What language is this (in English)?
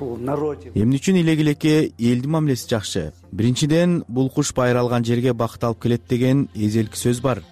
Kyrgyz